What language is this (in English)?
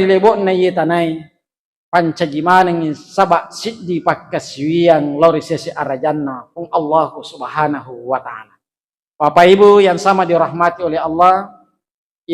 Buginese